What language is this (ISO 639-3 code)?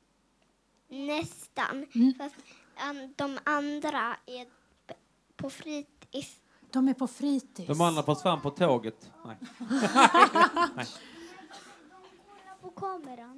swe